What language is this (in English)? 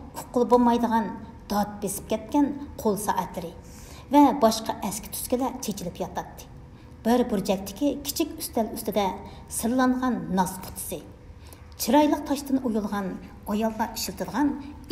Uyghur